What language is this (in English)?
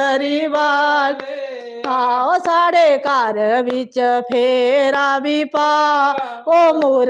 Dogri